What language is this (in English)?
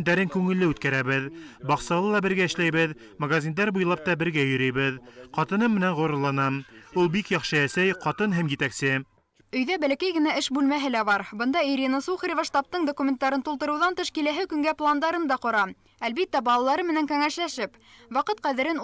Bashkir